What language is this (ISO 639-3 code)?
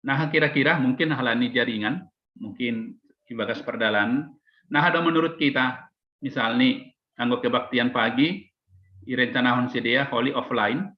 bts